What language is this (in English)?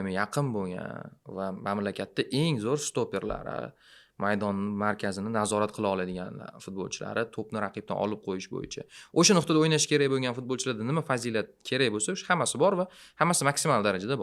Uzbek